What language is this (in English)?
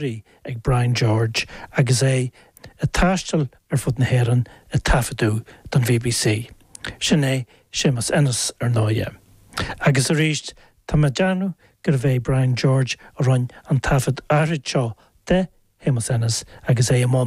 Irish